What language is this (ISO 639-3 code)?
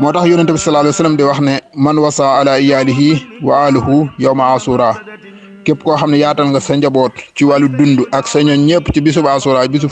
wol